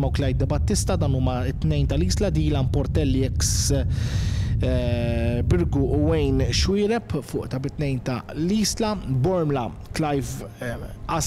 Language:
Maltese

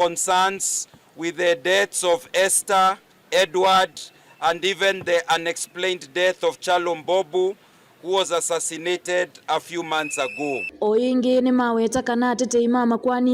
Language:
Kamba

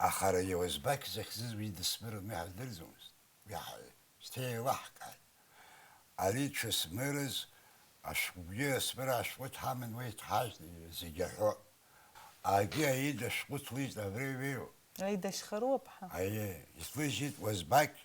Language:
Abkhazian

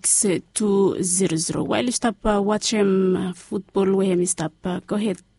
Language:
Bislama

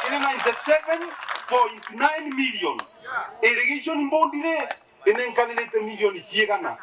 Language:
Meru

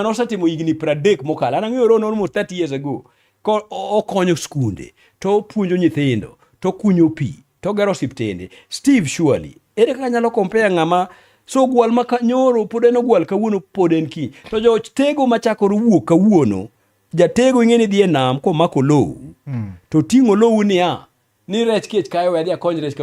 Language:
Luo (Kenya and Tanzania)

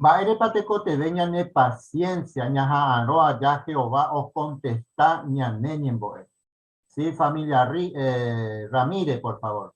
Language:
Guarani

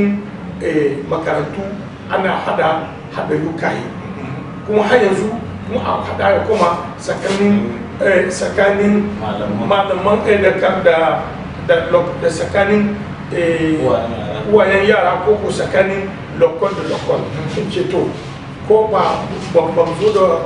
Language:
Hausa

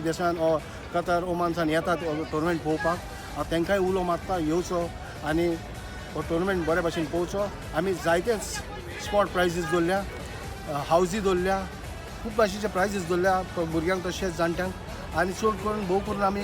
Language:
Konkani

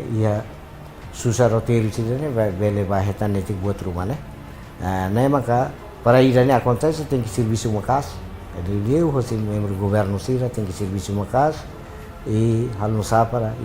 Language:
Tetum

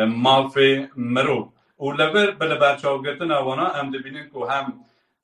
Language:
Kurdish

